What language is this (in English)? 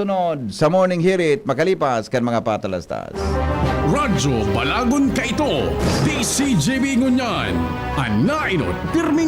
Bikol